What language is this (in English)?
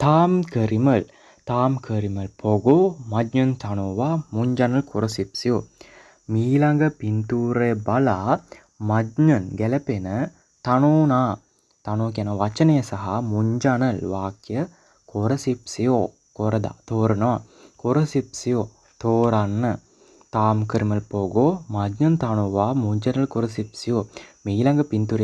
Sinhala